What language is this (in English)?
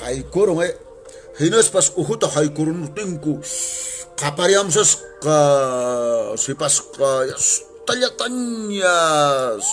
Quechua